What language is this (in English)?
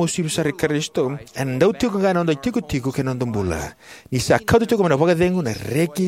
Fijian